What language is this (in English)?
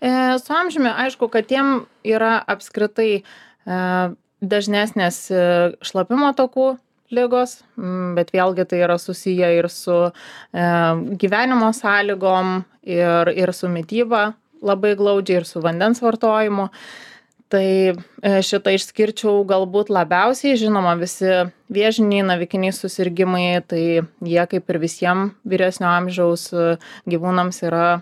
Lithuanian